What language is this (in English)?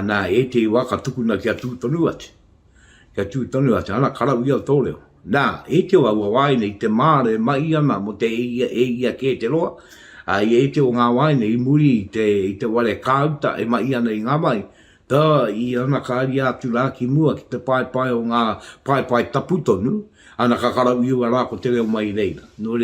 Māori